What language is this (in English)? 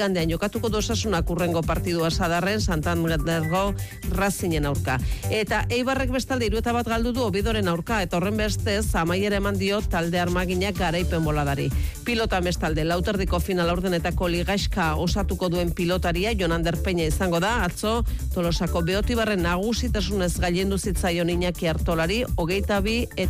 Basque